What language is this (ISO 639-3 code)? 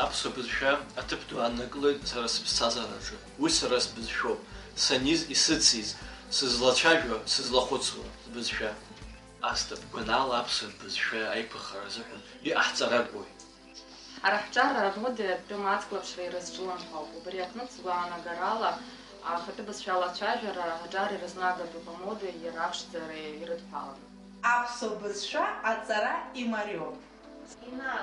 abk